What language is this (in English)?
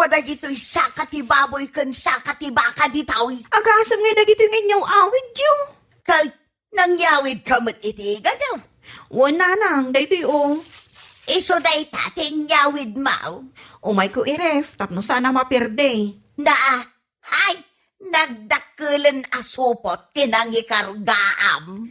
Iloko